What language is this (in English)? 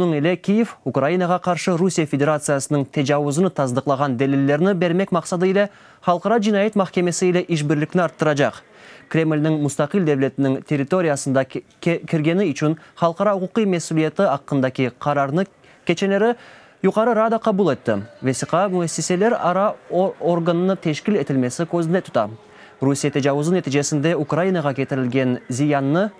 Crimean Tatar